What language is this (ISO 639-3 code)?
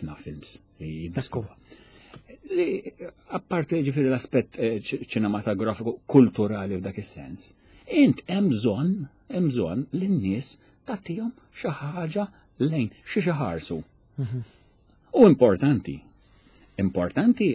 mlt